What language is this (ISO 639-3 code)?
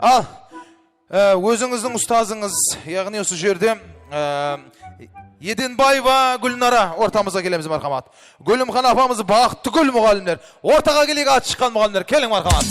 kaa